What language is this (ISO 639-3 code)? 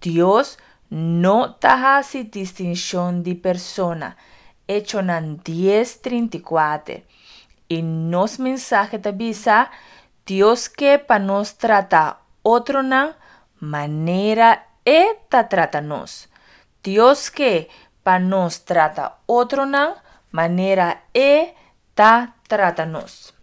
pap